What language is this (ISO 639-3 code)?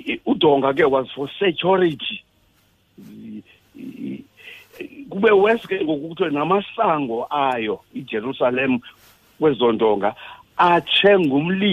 xho